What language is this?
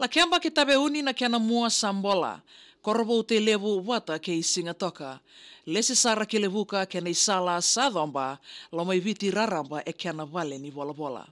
Fijian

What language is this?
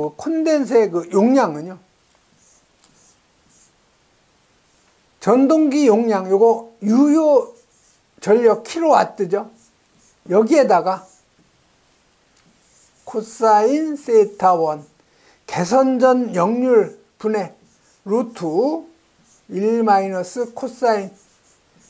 Korean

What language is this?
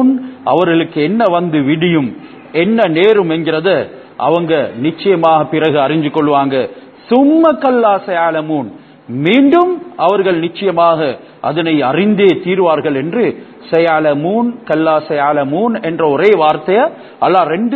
Tamil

